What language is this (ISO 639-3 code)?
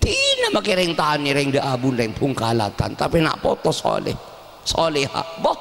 mad